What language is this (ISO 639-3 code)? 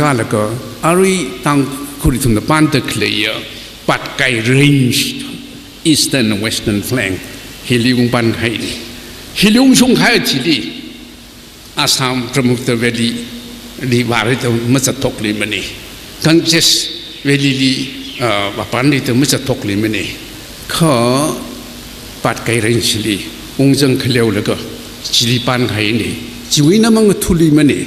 nmf